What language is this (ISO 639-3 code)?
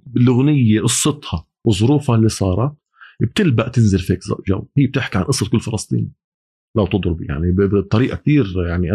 apc